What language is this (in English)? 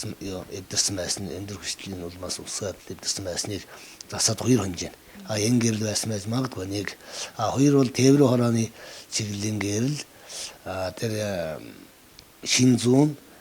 Mongolian